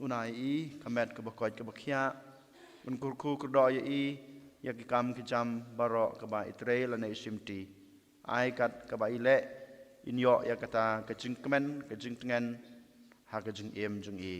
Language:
Khasi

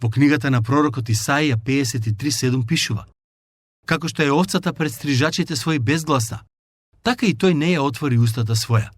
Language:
Macedonian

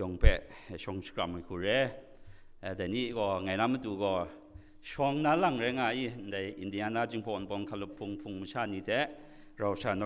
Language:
Kachin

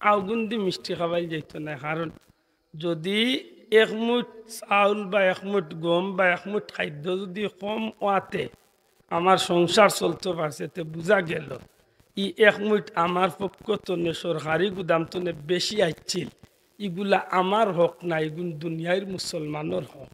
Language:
Sylheti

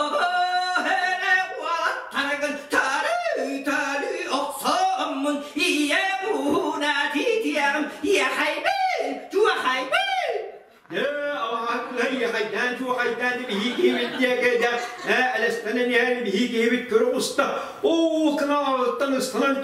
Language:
Yakut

